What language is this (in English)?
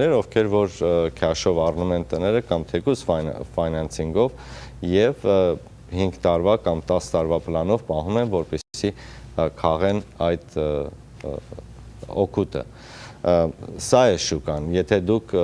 Armenian